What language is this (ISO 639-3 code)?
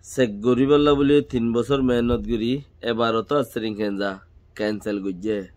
rhg